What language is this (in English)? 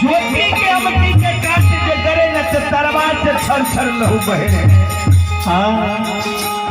Maithili